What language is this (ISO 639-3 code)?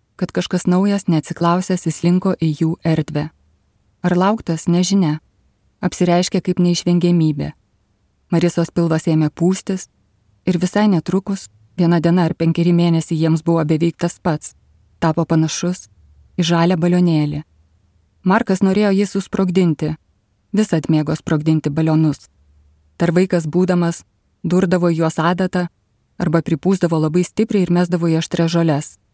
lit